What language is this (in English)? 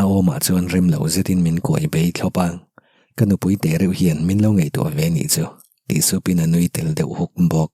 Mizo